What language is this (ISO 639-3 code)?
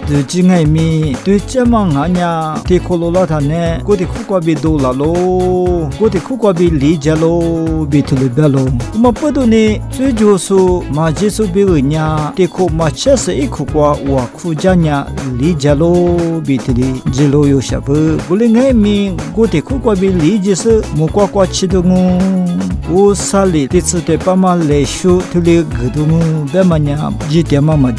lis